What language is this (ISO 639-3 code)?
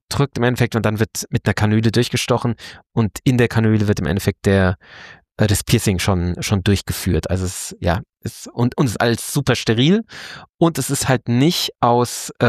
deu